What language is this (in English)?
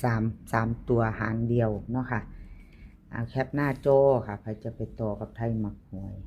Northeastern Thai